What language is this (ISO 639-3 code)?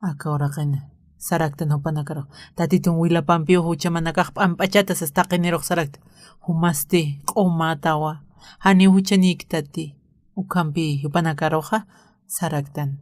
aym